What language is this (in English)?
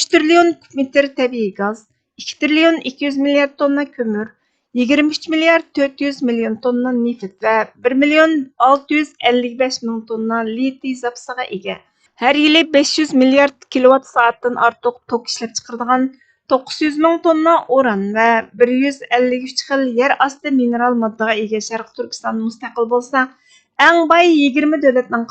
Uyghur